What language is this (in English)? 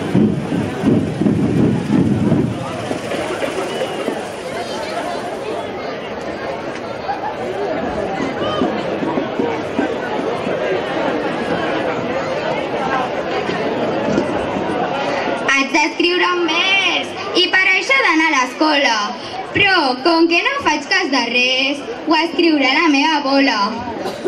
Catalan